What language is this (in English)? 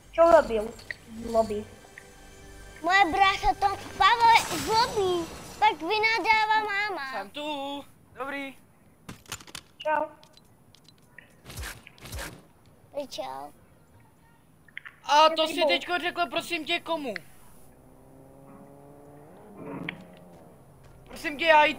Czech